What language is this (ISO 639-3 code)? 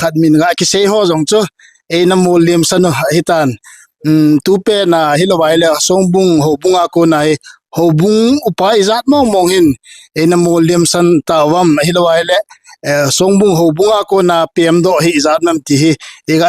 tcz